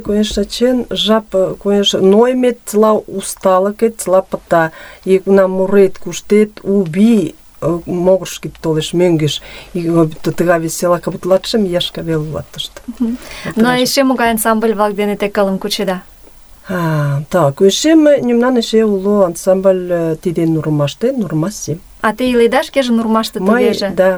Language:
Mari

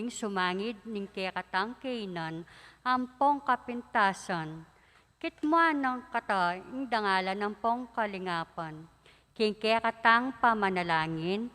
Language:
Pampanga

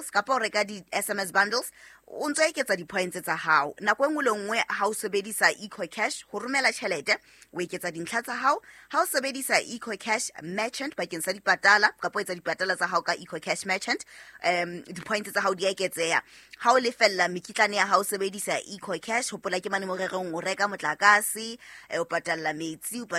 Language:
Southern Sotho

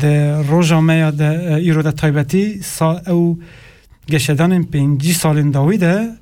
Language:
Kurdish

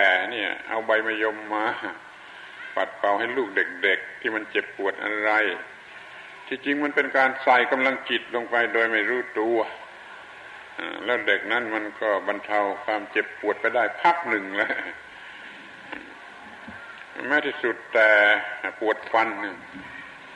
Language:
Thai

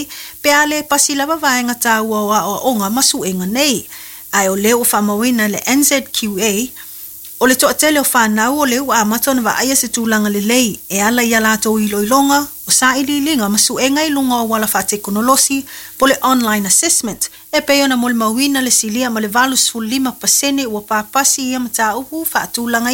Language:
Samoan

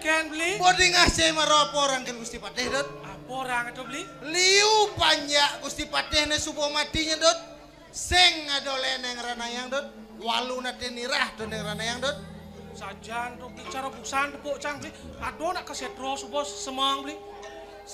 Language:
Balinese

